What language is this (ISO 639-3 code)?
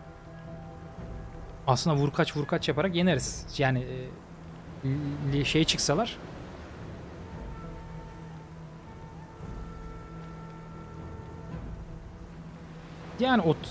tur